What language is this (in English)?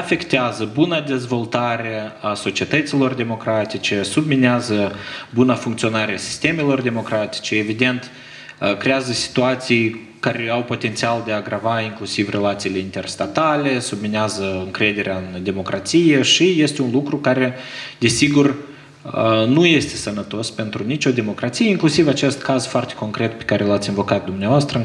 Romanian